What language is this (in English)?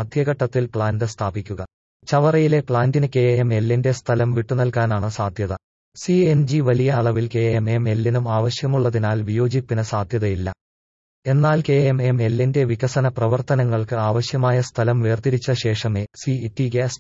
Malayalam